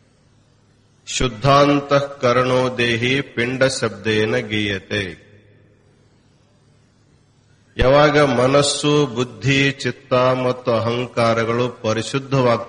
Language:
Kannada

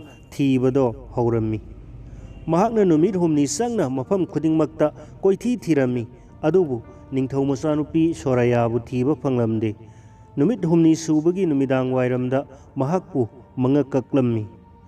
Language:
Manipuri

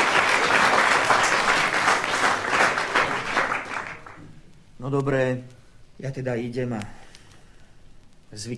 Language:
Slovak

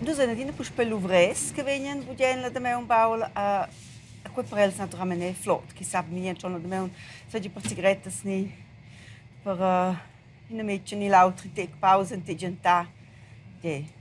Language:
Romansh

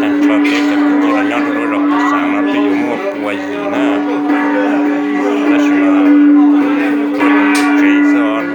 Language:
Hmong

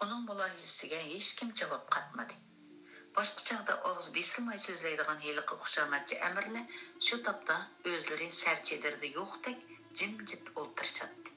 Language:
Uyghur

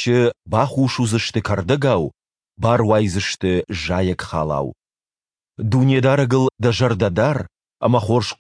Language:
Ossetic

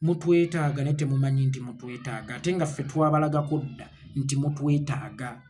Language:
Ganda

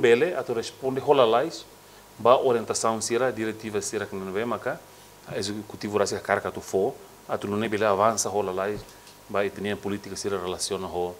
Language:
Tetum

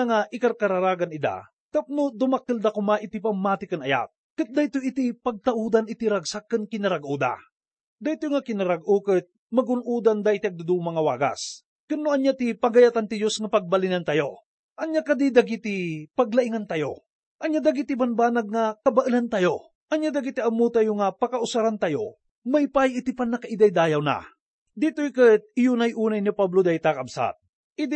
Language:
Iloko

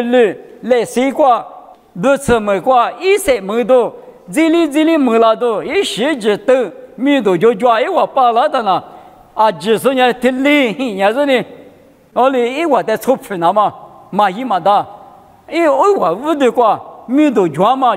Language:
Lisu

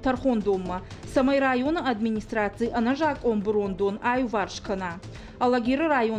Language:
Ossetic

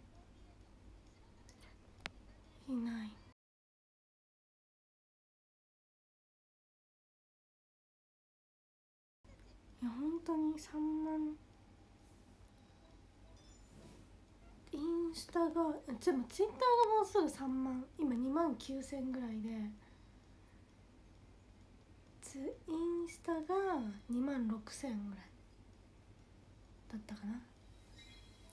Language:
Japanese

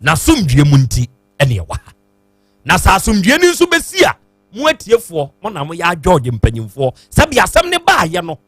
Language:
Akan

